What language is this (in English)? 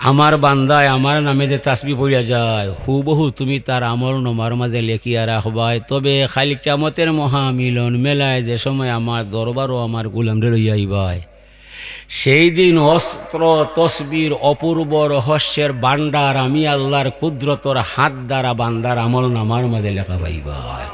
Sylheti